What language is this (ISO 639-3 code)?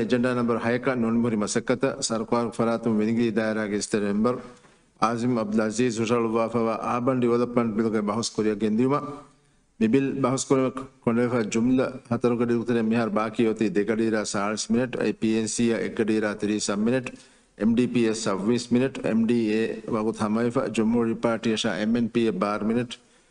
div